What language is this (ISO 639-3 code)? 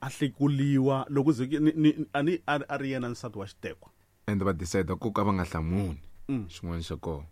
tso